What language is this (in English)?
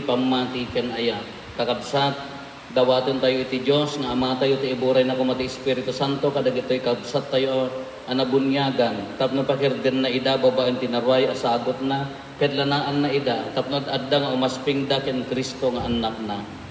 Iloko